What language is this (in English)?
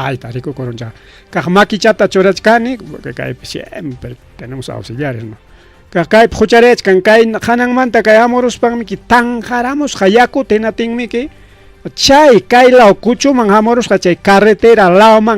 Ayacucho Quechua